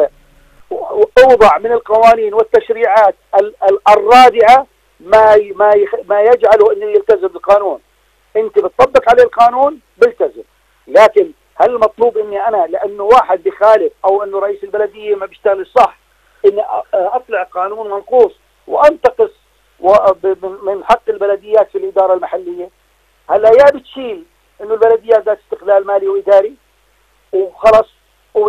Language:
South Levantine Arabic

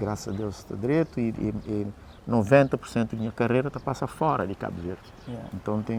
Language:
Kabuverdianu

